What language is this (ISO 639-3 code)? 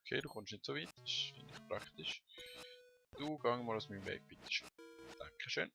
gsw